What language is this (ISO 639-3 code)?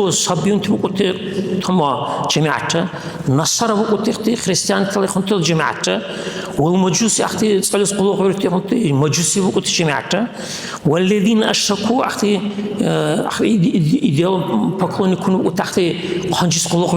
dar